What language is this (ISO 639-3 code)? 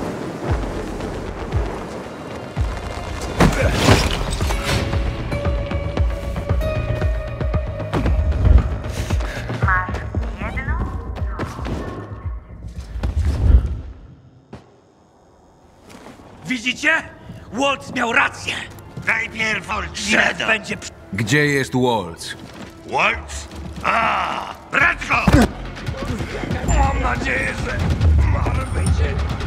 pol